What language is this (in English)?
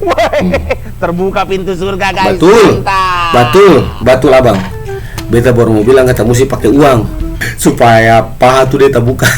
Ambonese Malay